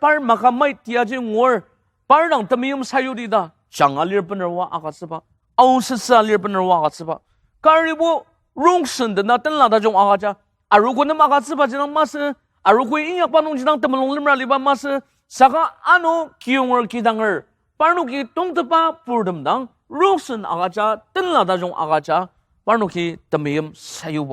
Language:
Ao Naga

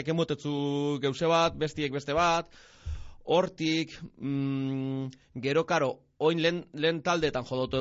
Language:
Basque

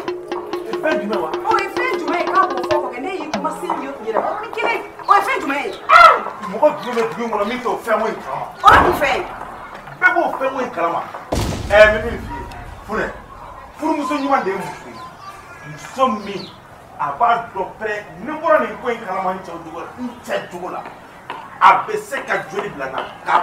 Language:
Bambara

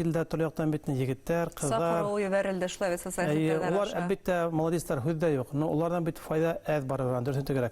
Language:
Bashkir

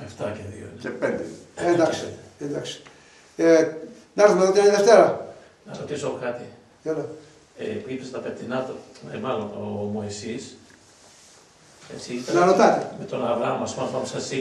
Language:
Greek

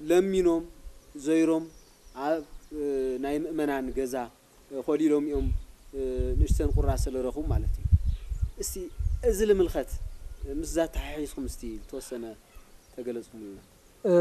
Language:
Tigrinya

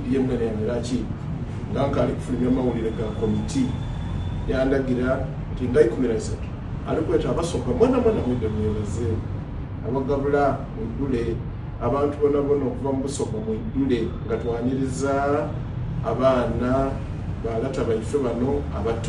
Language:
Soga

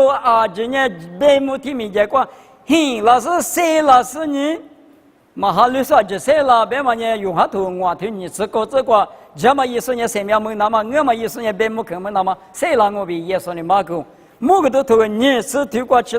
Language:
Lisu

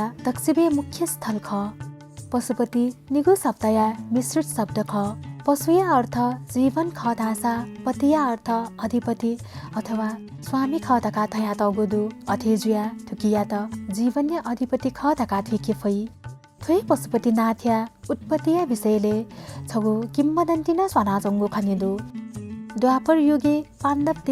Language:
Newari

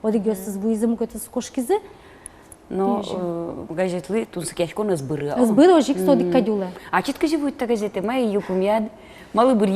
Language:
Udmurt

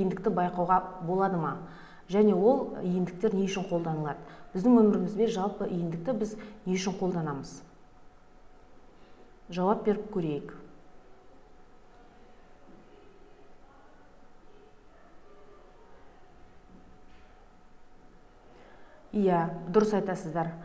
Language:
Kazakh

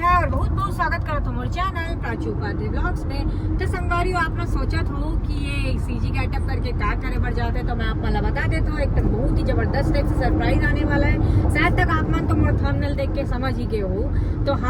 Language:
Chhattisgarhi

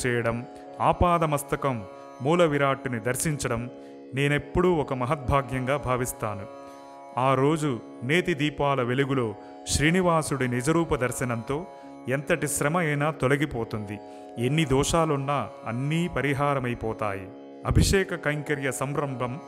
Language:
Telugu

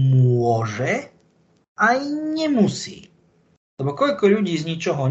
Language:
Slovak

